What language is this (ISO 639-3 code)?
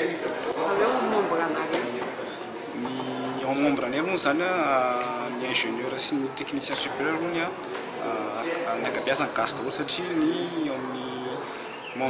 mlg